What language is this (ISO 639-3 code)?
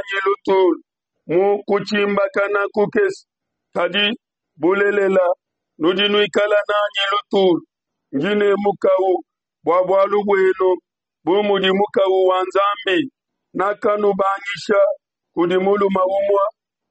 lua